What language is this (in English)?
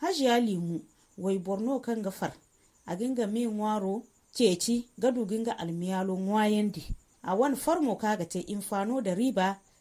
Zarma